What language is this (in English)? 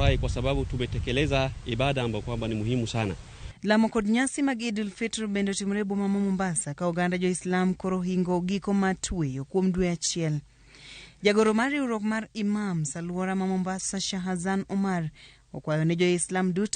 Luo (Kenya and Tanzania)